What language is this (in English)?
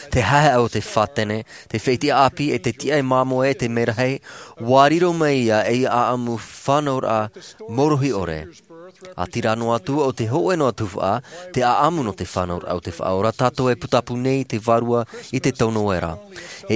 Tahitian